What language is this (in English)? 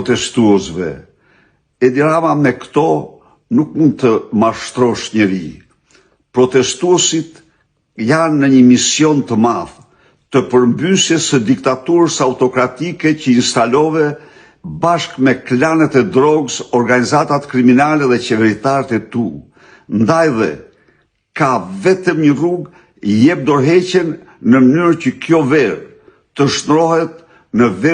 Albanian